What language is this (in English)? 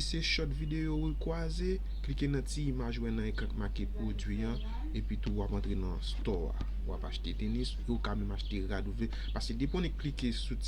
Haitian Creole